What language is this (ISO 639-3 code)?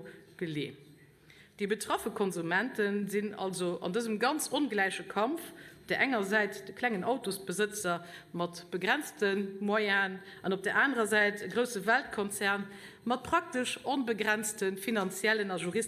ltz